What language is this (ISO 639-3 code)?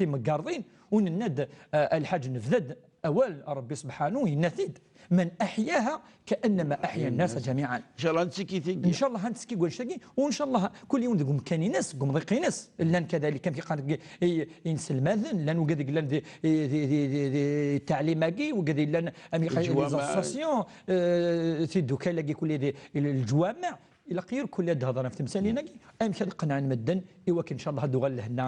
kab